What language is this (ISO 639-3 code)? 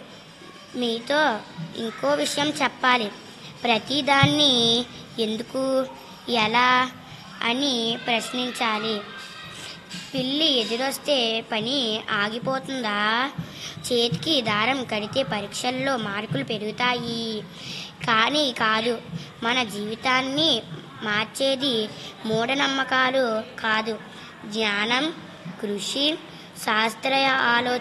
tel